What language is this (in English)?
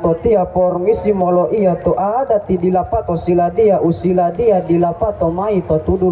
Gorontalo